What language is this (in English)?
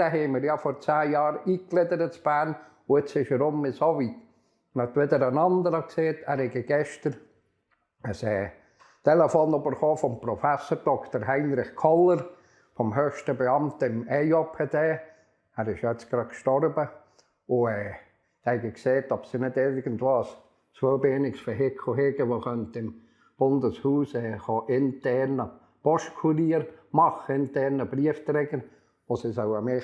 Swiss German